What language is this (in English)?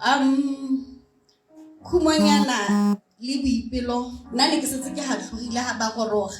Tswana